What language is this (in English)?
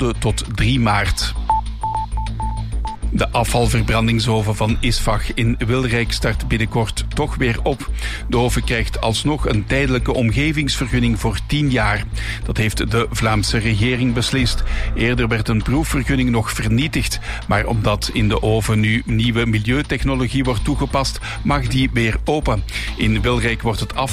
Dutch